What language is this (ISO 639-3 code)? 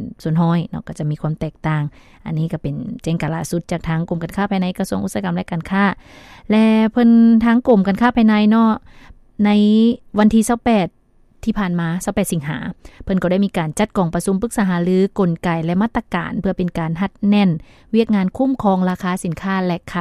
lao